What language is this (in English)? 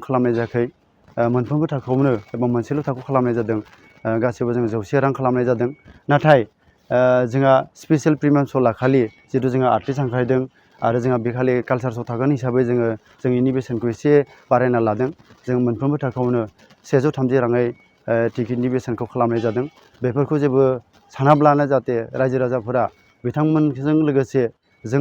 Bodo